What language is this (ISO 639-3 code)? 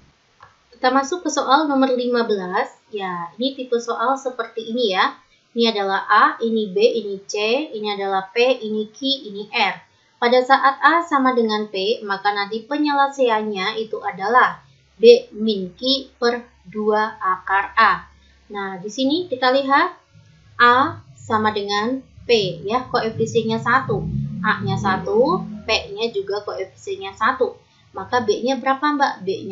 ind